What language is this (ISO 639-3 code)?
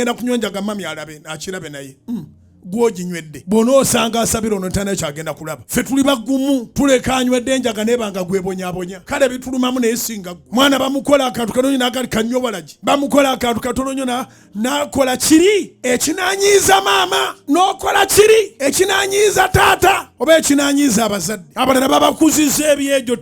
lug